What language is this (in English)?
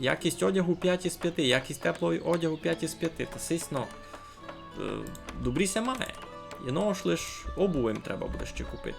Rusyn